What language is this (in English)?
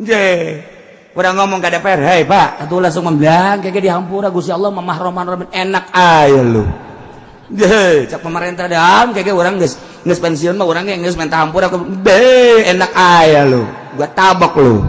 Sundanese